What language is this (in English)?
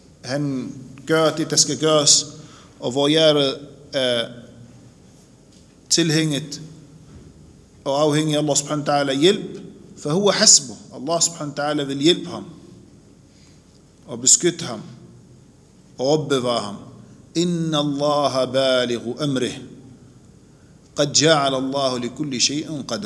Danish